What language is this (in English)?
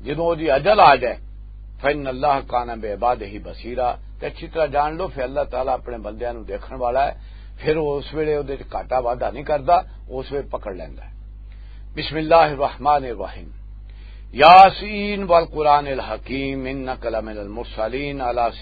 Western Panjabi